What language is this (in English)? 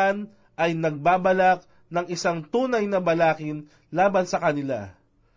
Filipino